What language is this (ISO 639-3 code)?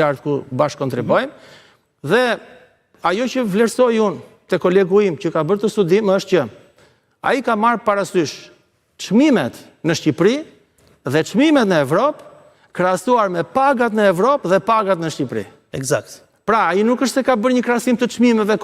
sqi